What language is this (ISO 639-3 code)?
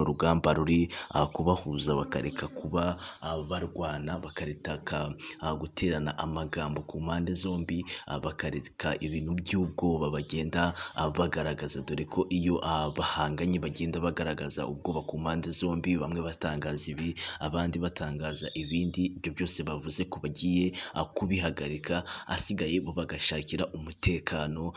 kin